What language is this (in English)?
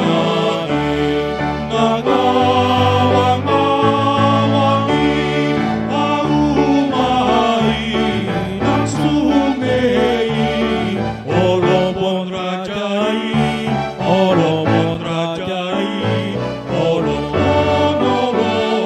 Batak Toba